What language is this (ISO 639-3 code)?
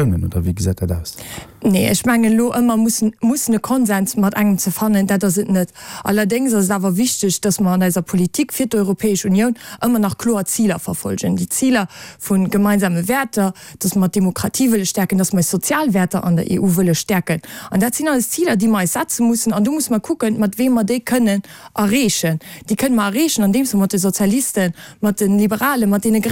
ltz